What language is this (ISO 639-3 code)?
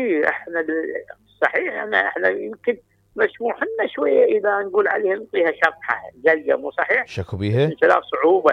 acm